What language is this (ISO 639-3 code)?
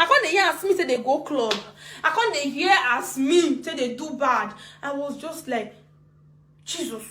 pcm